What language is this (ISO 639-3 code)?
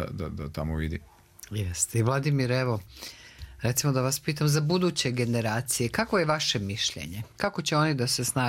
srp